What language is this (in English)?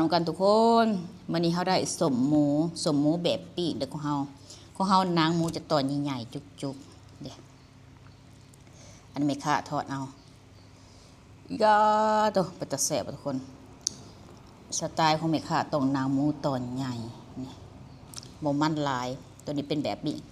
Lao